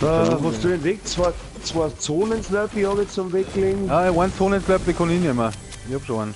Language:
Bavarian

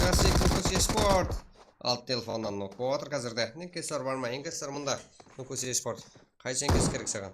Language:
Kara-Kalpak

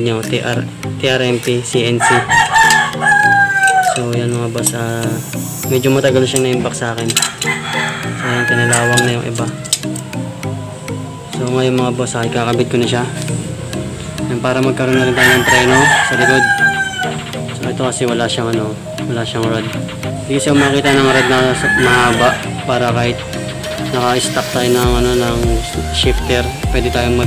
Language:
Filipino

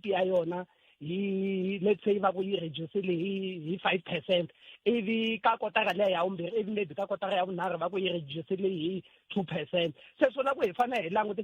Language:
Tsonga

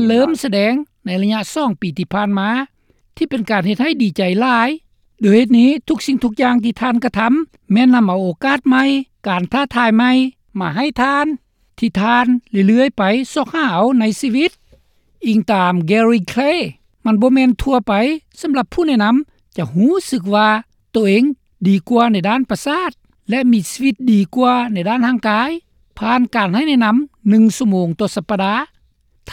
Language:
Lao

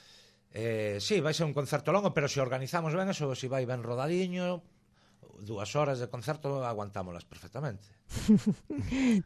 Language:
Galician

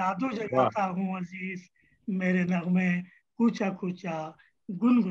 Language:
Urdu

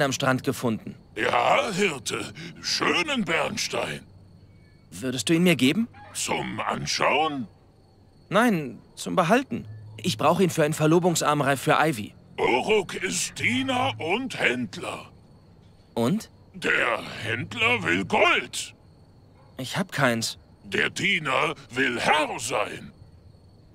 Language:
Bavarian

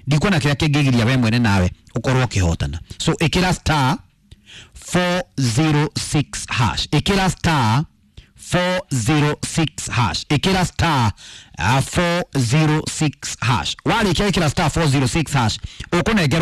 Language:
Kikuyu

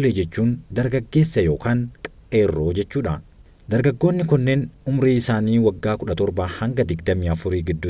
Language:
Oromo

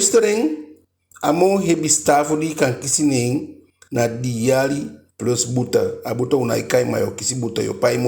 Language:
Eastern Maroon Creole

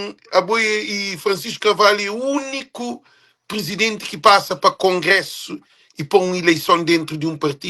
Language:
Kabuverdianu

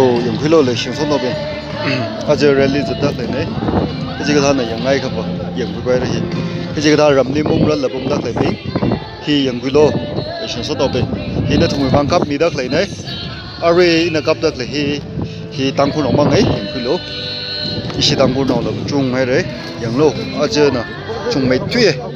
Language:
Tangkhul Naga (India)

